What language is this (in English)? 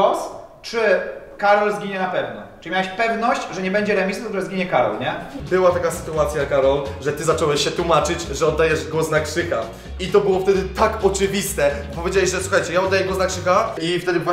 Polish